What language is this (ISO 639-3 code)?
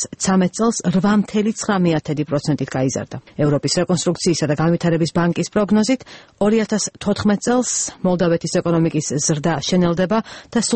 kat